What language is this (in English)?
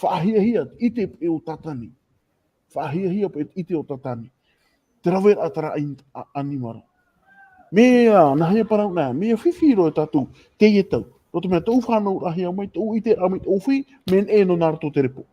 Tahitian